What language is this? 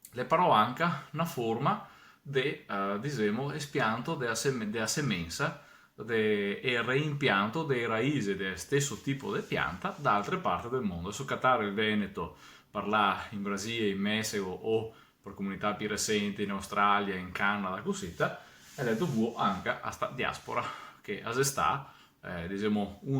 Venetian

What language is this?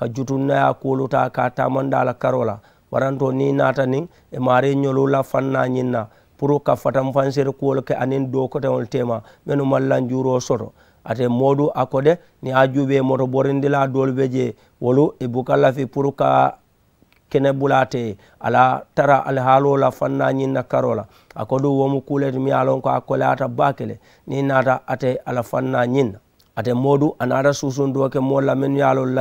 Mandingo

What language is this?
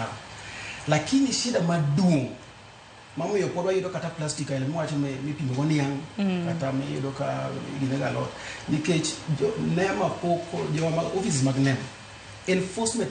Luo (Kenya and Tanzania)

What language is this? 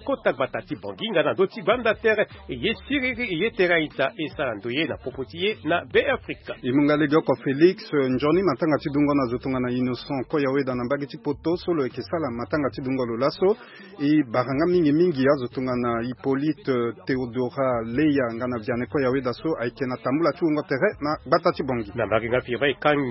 Sango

